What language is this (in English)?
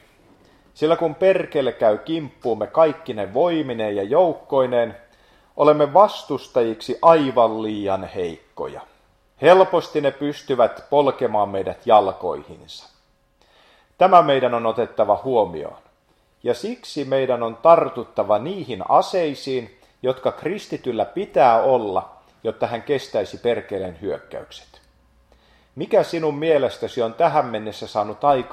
Finnish